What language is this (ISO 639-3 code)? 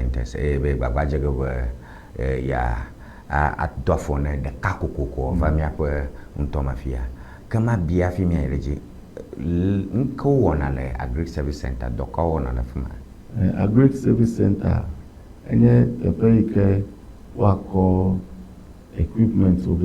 ewe